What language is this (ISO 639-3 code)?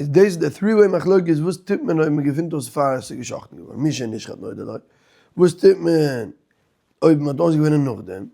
yid